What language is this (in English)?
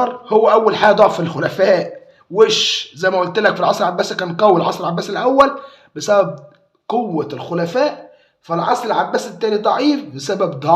Egyptian Arabic